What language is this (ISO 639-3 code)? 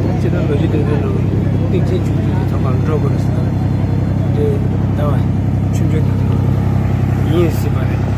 bod